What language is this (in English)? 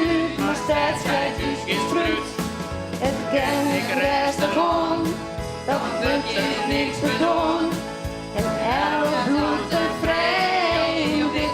Western Frisian